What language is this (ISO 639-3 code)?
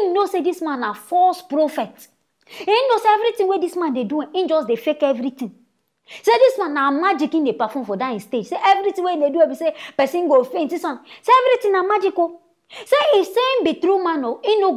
pcm